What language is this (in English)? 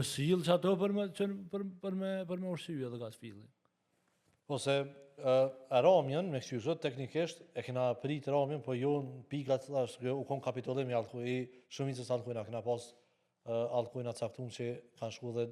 Albanian